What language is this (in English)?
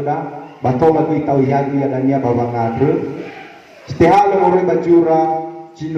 Nias